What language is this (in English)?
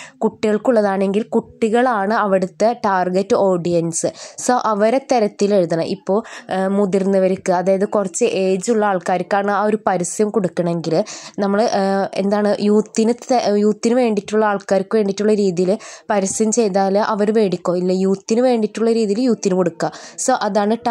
Malayalam